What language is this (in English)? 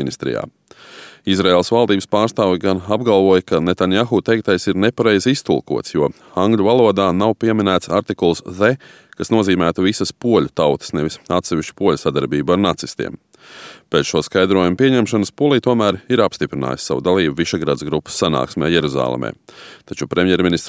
Latvian